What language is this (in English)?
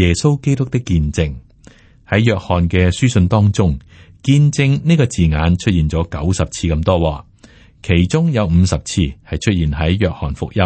Cantonese